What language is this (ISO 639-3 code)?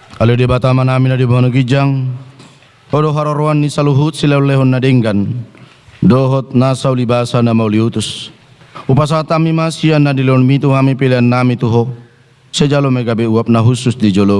bbc